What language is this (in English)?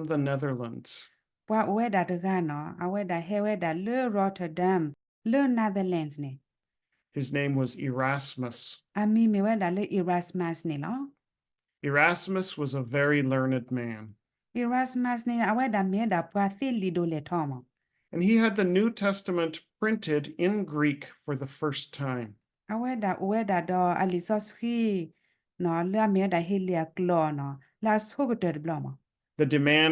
S'gaw Karen